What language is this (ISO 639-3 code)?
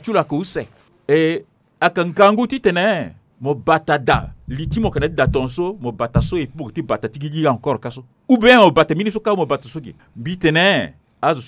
sag